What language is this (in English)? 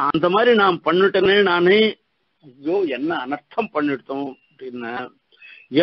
Tamil